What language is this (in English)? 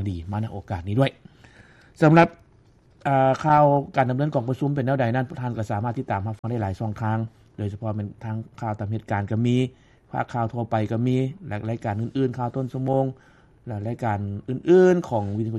Lao